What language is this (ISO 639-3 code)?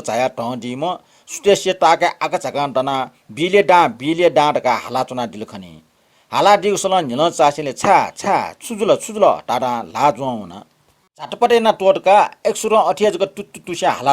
new